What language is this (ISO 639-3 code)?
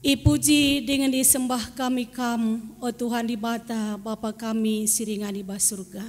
btx